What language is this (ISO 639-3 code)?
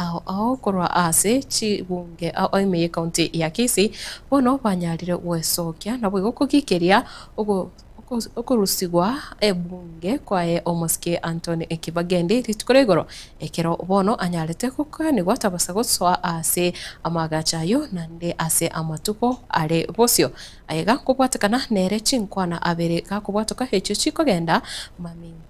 guz